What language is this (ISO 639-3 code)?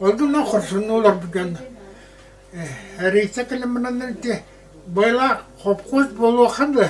sah